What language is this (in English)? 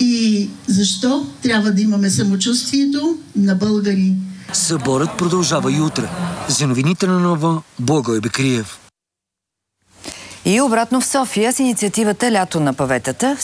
Bulgarian